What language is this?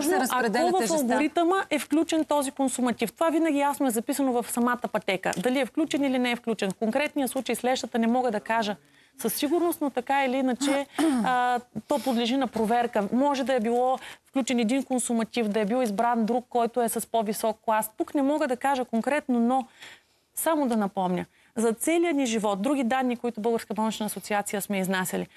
Bulgarian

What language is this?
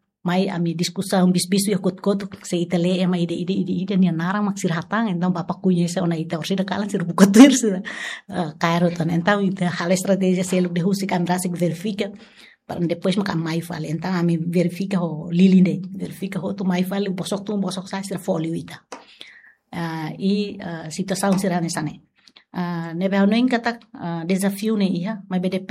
Tetum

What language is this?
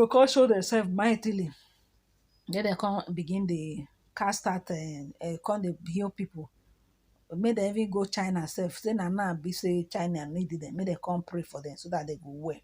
Nigerian Pidgin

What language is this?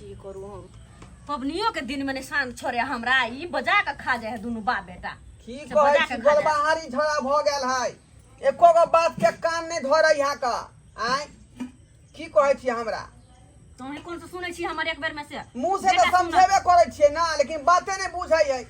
Maithili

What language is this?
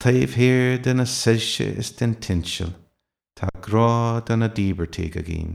Irish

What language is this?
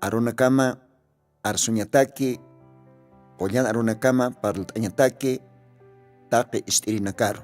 Aymara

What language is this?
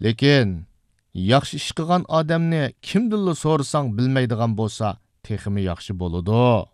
Uyghur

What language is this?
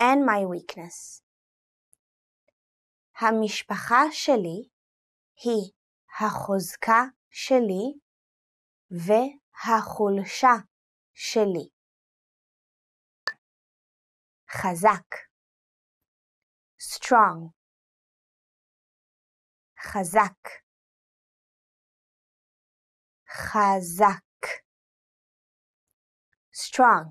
Hebrew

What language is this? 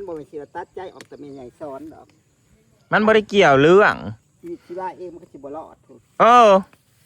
Northeastern Thai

